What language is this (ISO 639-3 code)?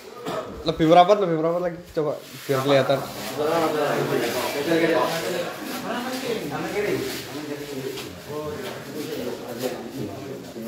ind